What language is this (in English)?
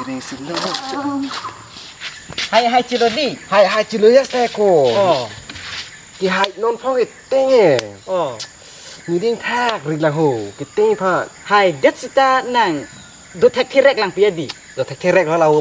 Karbi